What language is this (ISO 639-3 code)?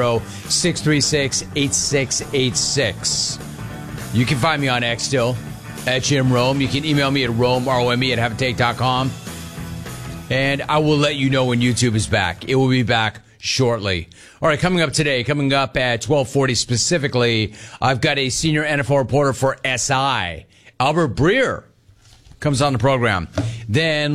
eng